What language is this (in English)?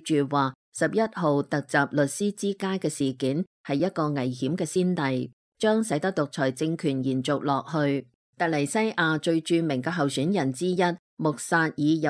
Cantonese